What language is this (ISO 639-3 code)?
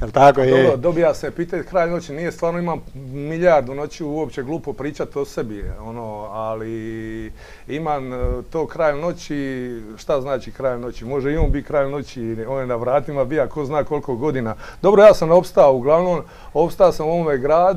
hrv